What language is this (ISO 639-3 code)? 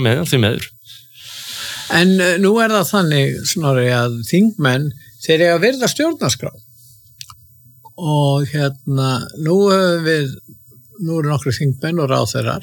isl